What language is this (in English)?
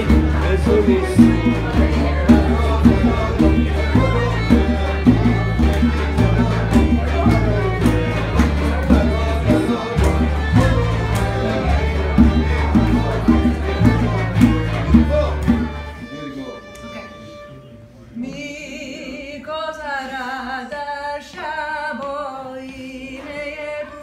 Persian